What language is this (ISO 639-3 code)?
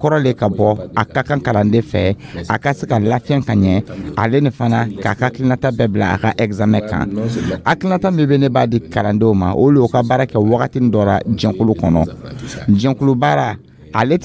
dyu